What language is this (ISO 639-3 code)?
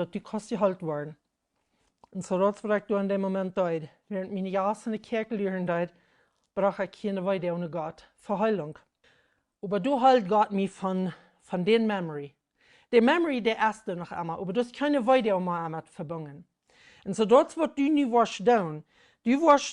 pdt